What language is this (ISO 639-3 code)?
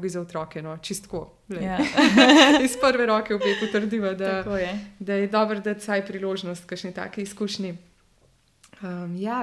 slv